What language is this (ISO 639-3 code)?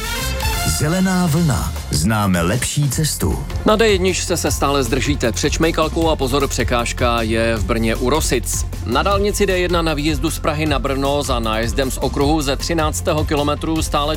ces